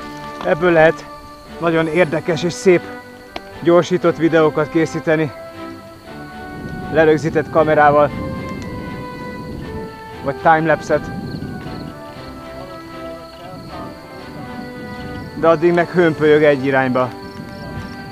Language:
Hungarian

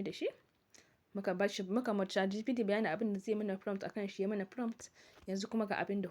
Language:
Hausa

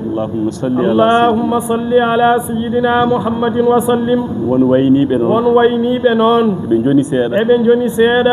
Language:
Fula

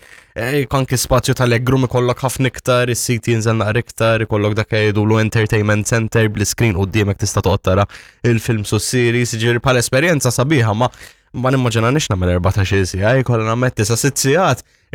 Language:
Maltese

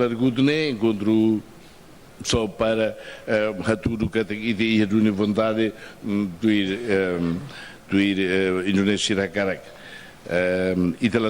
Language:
Tetum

